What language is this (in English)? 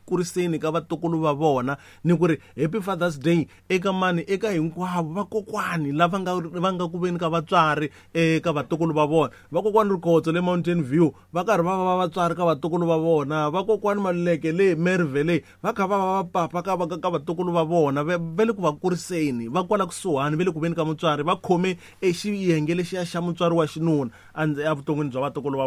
Tsonga